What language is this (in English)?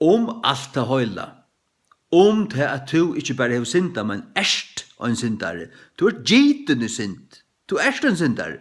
Faroese